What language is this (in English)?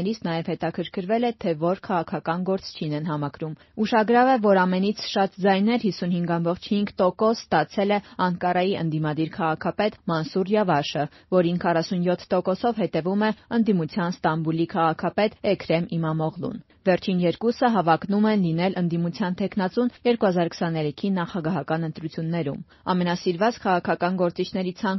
Armenian